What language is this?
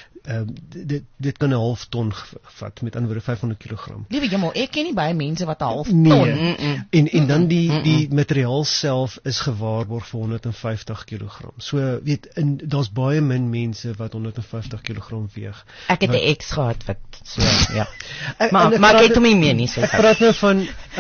Afrikaans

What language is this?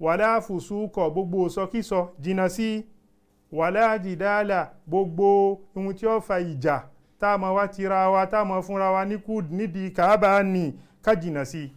Yoruba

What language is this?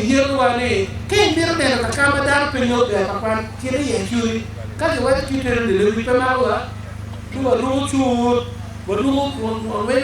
Acoli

